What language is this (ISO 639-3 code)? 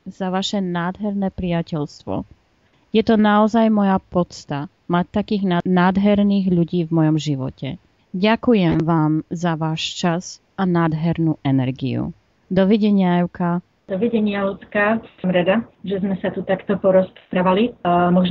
slk